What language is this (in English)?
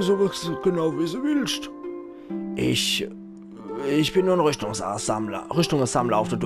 Palatine German